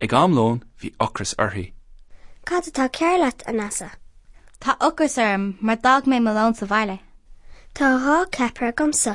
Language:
Irish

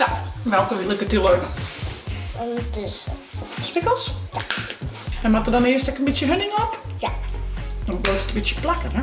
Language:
Western Frisian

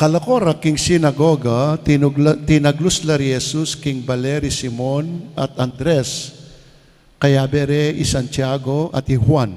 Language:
Pampanga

